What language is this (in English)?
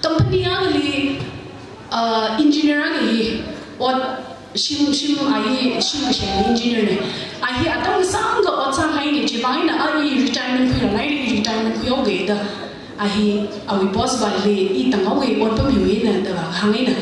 Tangkhul Naga (India)